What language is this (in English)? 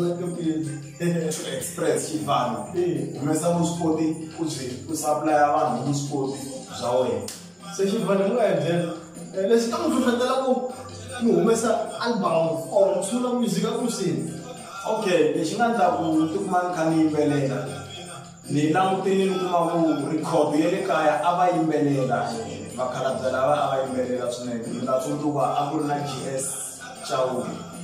Tsonga